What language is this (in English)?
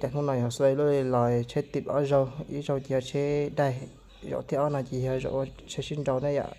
Hmong